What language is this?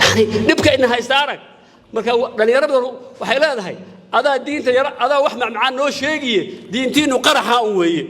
Somali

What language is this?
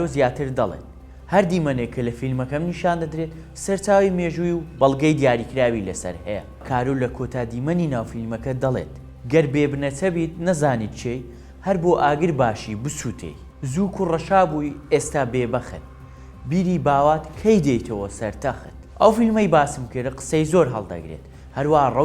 Central Kurdish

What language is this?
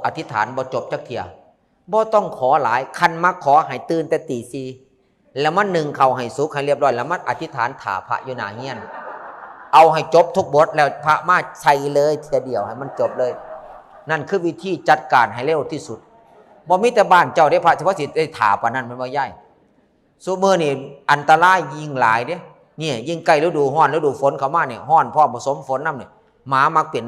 Northeastern Thai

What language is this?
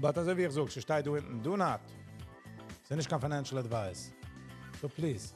Yiddish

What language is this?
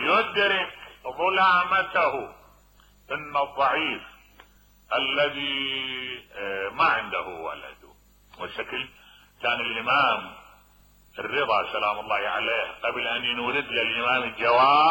Mesopotamian Arabic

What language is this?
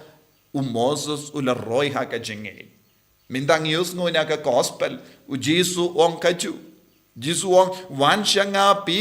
Khasi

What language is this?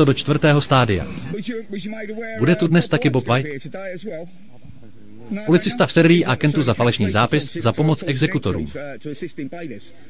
Czech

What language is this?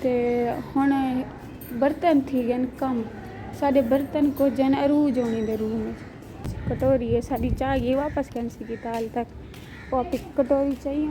Saraiki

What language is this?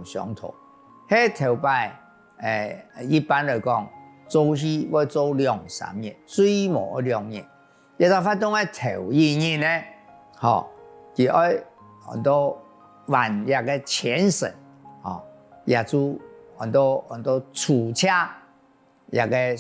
Hakka Chinese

